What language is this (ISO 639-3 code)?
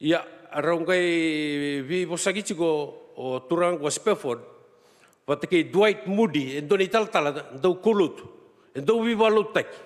fij